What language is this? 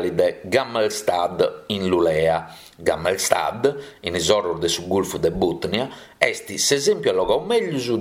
Sardinian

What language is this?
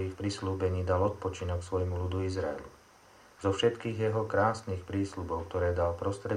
Slovak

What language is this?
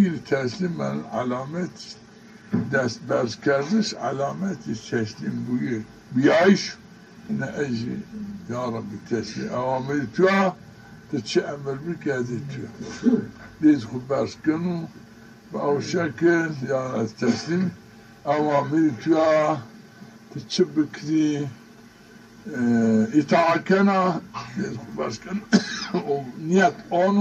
Zaza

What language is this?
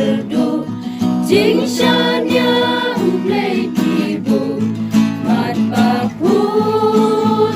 Khasi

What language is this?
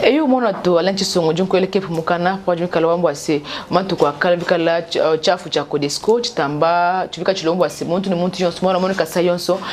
Luba-Lulua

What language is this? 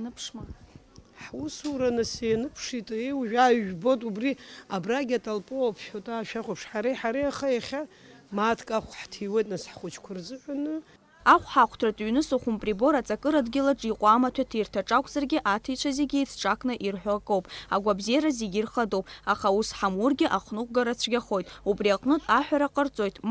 Abkhazian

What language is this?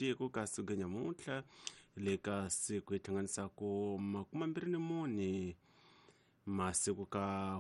Tsonga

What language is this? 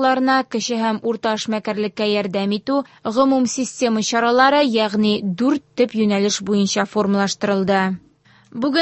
Tatar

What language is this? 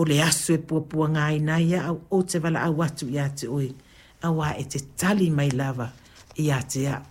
Samoan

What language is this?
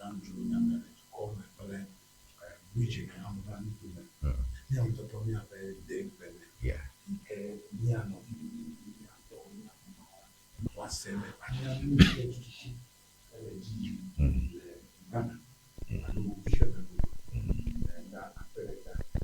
Ewe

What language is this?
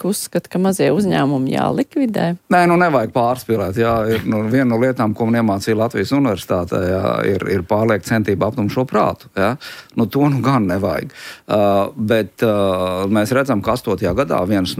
Latvian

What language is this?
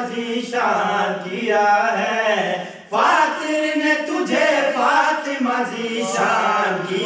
Urdu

